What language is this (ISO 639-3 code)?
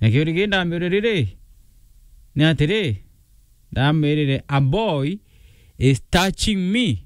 mer